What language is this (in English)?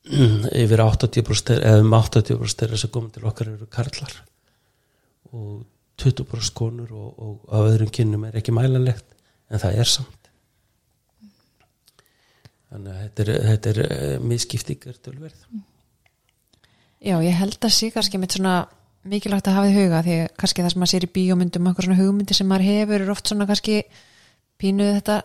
Icelandic